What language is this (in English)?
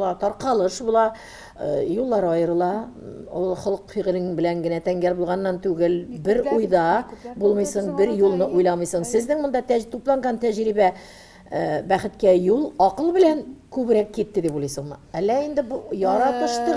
Tatar